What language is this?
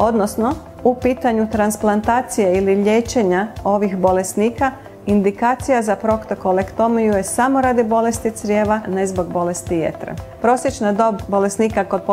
Croatian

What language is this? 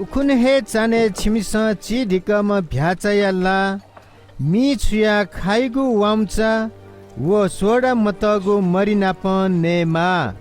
Newari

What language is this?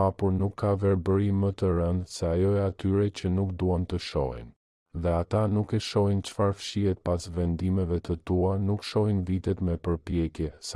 Albanian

